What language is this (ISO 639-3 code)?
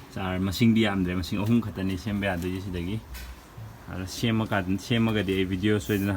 mni